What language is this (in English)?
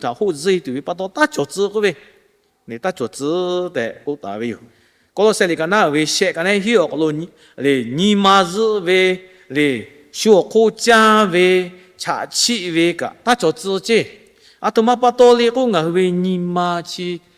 Lahu